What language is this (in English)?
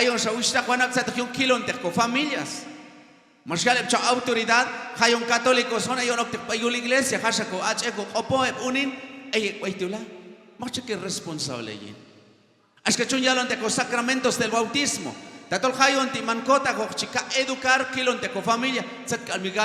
Q'anjob'al